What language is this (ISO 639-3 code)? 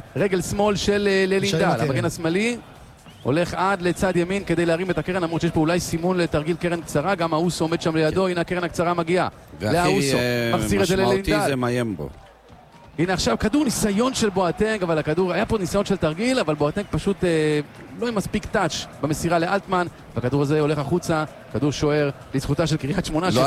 heb